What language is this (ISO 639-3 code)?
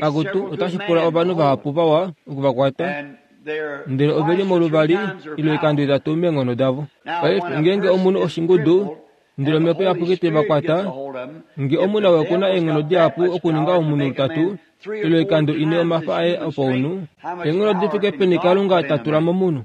kua